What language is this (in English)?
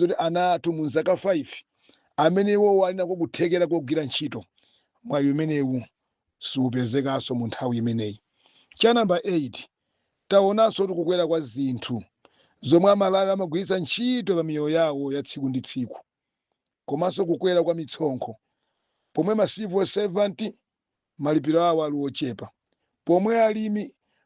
Nyanja